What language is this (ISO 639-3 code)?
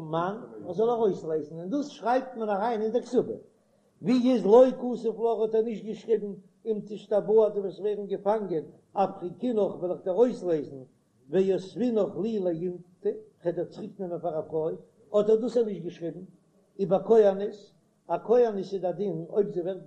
yid